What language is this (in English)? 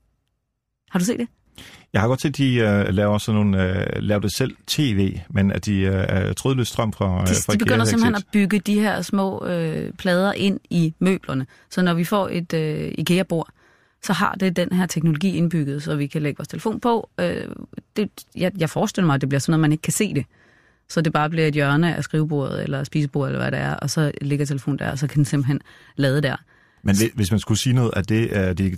Danish